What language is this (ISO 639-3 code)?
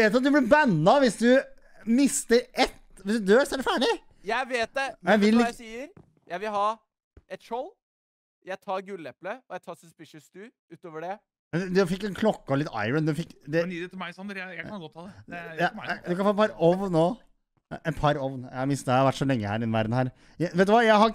nor